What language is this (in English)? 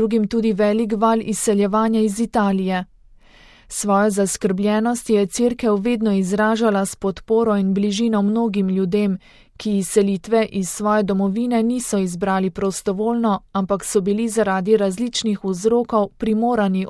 Slovenian